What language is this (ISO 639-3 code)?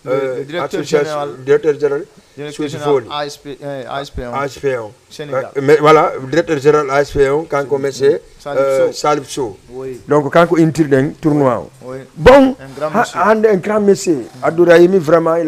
ful